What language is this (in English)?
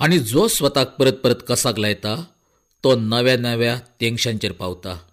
Konkani